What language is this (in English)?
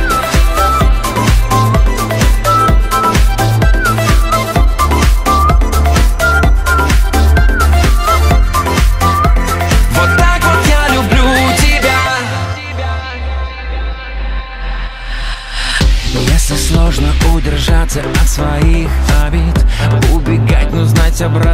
Russian